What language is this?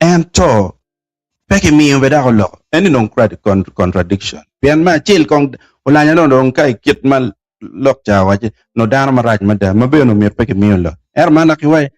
Acoli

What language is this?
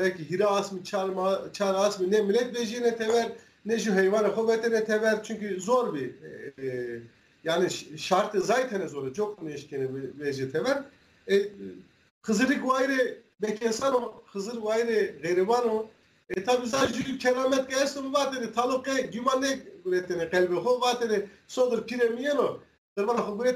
Zaza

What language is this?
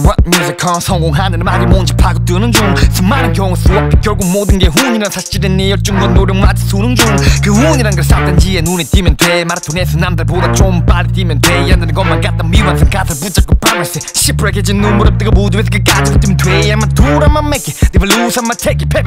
Korean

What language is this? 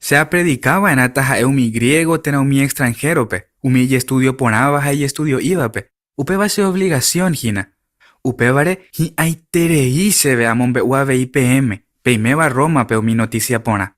Guarani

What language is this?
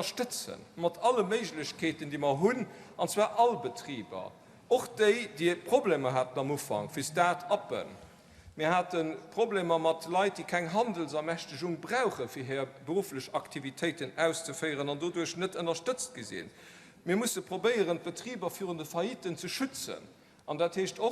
Luxembourgish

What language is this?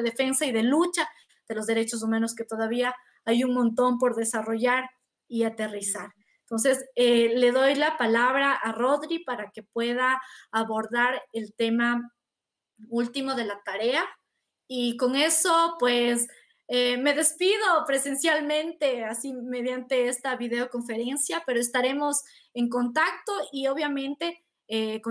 Spanish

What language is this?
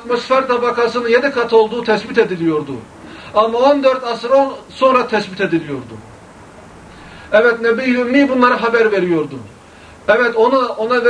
Turkish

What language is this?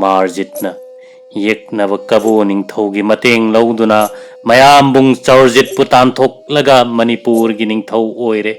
Manipuri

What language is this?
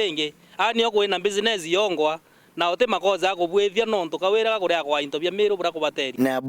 Meru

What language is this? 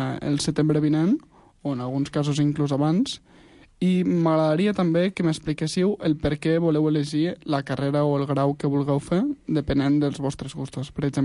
Catalan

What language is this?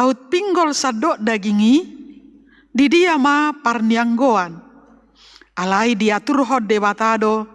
Batak Toba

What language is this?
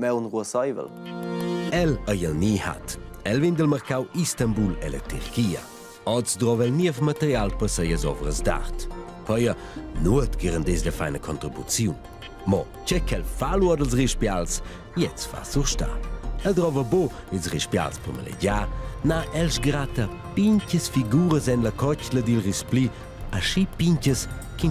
Romansh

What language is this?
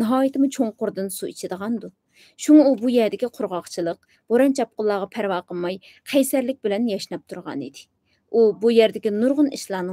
Uyghur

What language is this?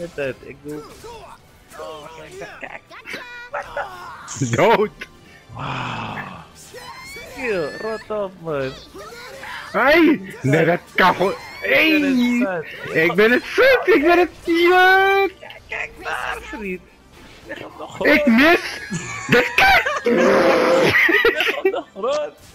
Dutch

